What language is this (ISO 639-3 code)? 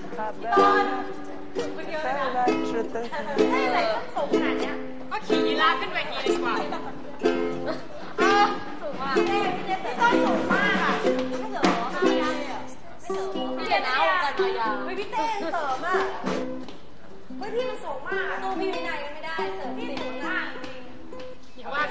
tha